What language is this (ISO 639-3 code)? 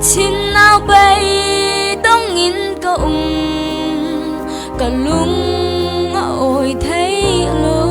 cfm